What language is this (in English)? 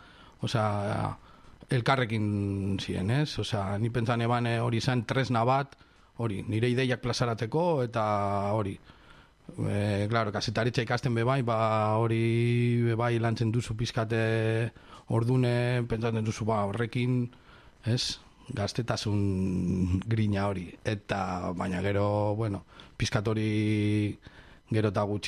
Basque